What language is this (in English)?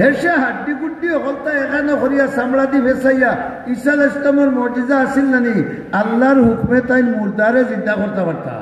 Sylheti